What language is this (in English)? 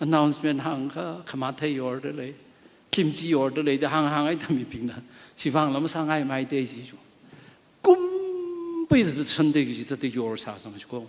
Tangkhul Naga (India)